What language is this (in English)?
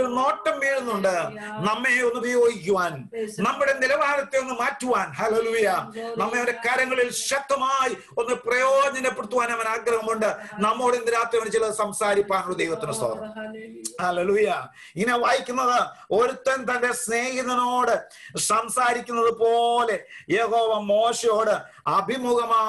Malayalam